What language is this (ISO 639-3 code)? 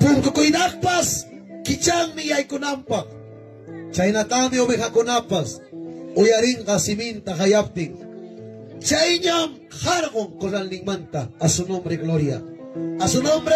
quy